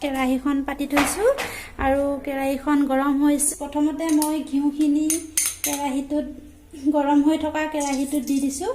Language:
Assamese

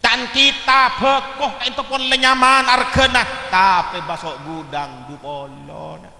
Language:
Madurese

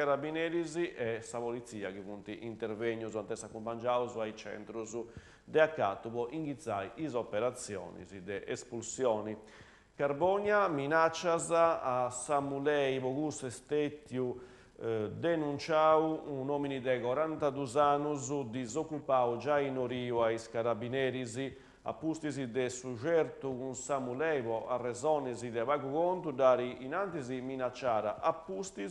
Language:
Sardinian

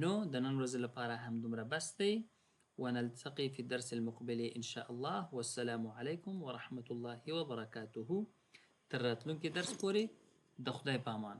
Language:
Pashto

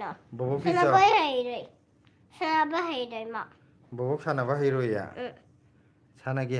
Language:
Manipuri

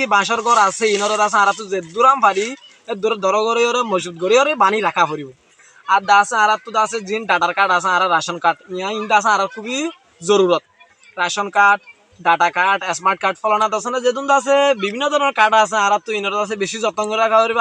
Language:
Rohingya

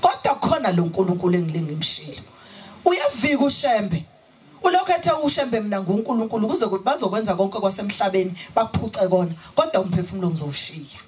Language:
Zulu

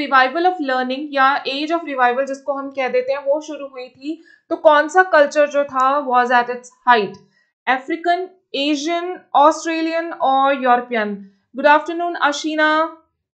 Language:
Hindi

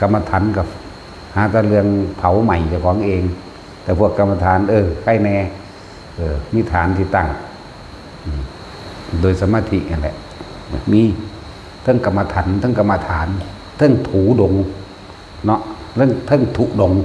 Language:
Northeastern Thai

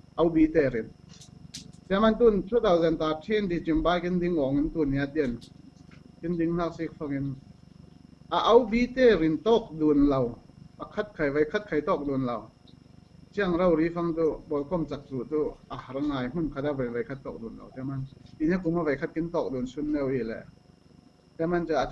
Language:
Falam Chin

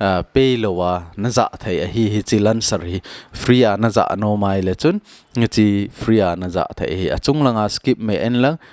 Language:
Thado Chin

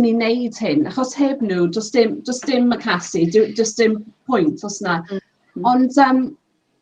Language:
Welsh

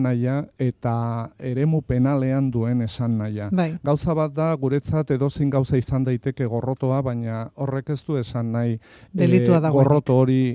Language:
Basque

